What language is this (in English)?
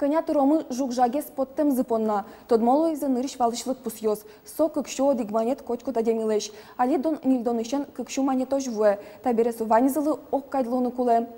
Udmurt